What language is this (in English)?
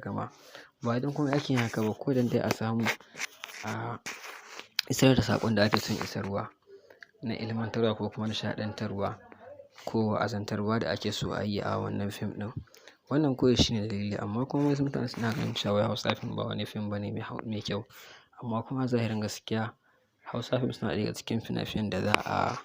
Hausa